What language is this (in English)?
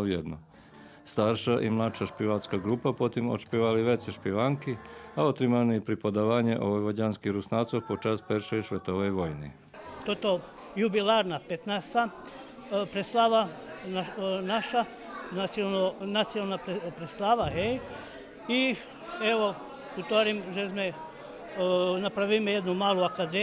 Rusyn